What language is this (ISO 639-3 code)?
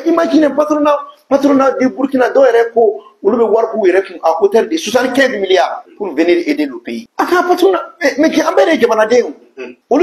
bam